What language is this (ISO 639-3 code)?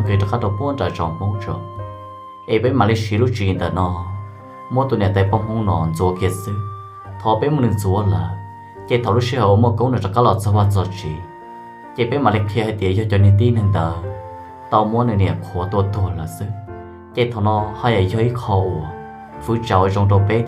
hmn